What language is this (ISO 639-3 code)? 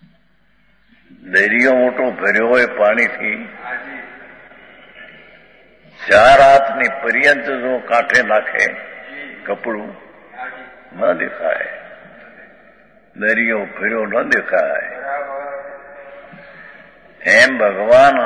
guj